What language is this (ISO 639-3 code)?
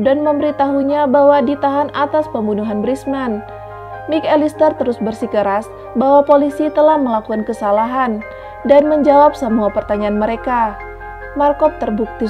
ind